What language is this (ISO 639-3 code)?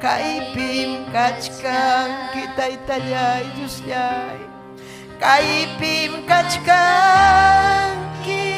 quy